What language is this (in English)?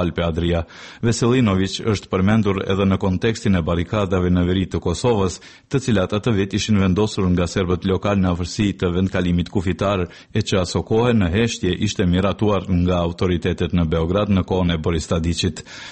Albanian